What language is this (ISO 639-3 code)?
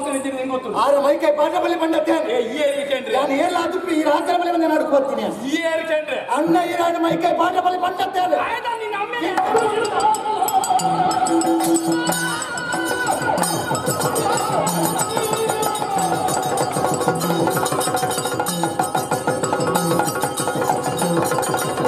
tcy